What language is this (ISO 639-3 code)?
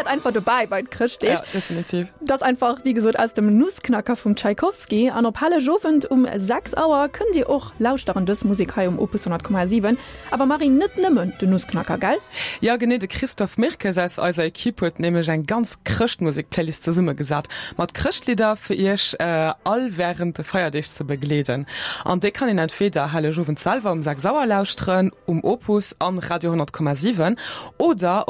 ltz